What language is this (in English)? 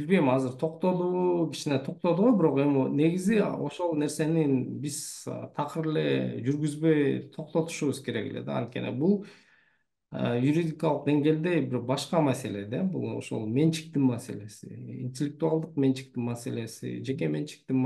Kyrgyz